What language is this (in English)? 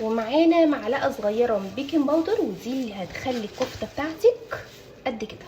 Egyptian Arabic